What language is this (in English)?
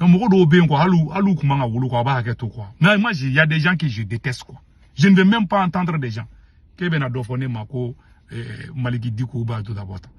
Bambara